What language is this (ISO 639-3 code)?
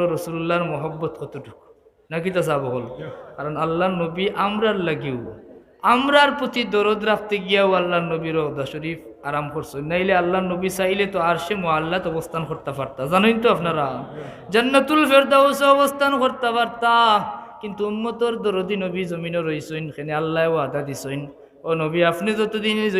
syl